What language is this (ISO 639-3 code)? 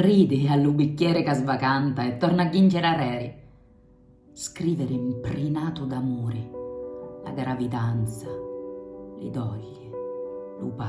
scn